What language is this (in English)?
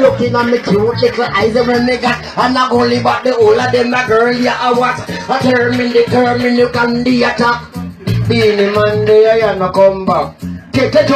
Jamaican Creole English